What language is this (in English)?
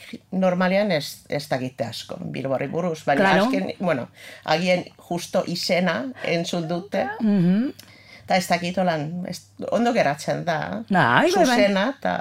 Basque